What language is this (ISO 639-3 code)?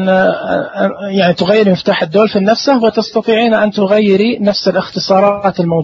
ars